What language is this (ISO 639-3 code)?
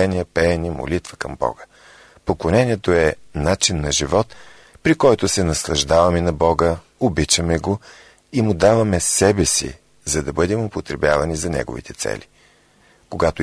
bul